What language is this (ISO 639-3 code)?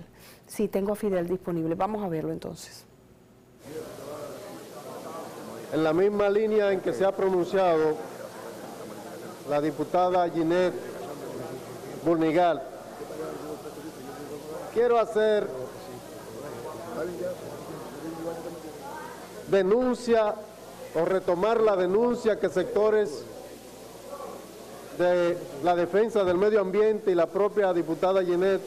spa